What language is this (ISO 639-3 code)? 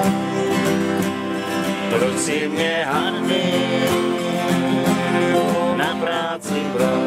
ces